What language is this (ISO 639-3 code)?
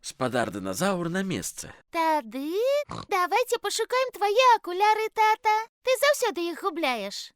bel